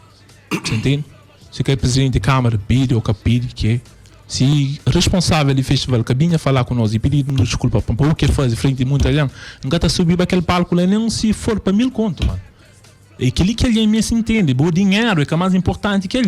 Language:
Kabuverdianu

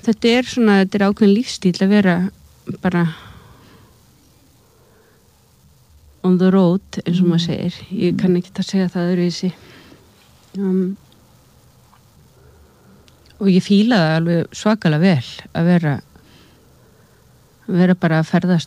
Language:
Icelandic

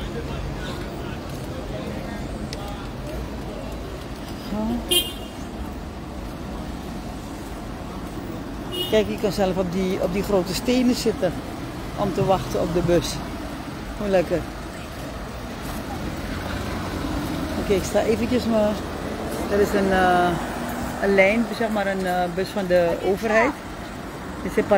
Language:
Dutch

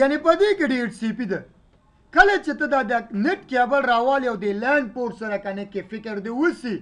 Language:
Pashto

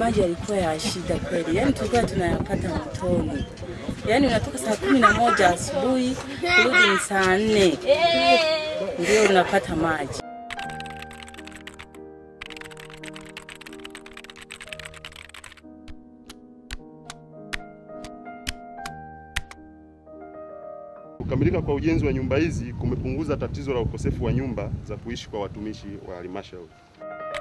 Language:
Swahili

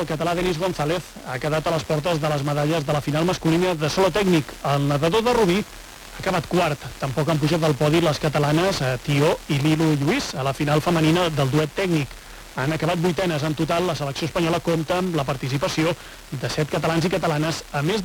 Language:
Catalan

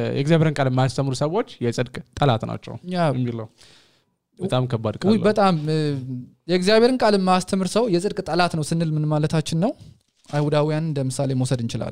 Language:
Amharic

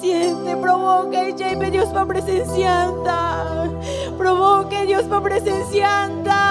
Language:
Ayacucho Quechua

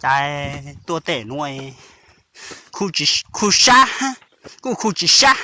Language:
Hmong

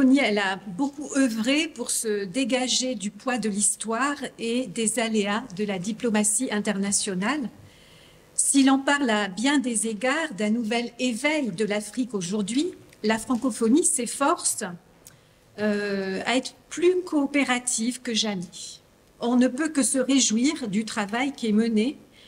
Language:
French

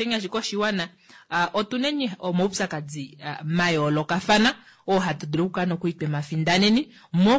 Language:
Kuanyama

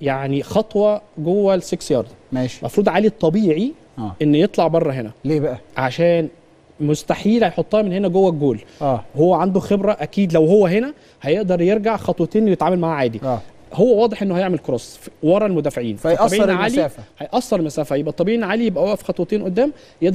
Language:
Egyptian Arabic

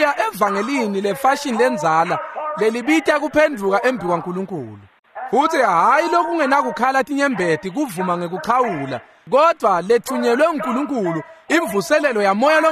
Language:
Swati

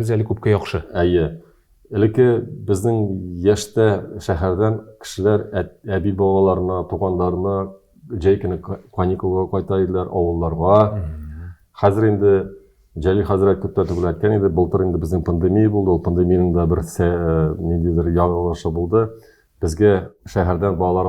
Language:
Tatar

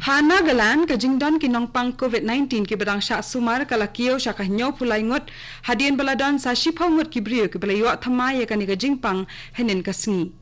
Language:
Khasi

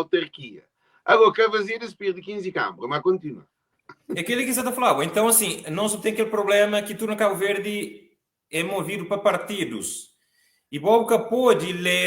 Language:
Kabuverdianu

